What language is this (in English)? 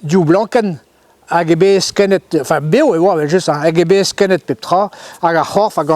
Breton